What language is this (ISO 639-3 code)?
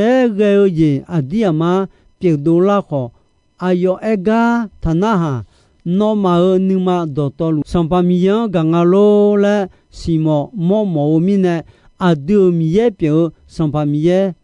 ahk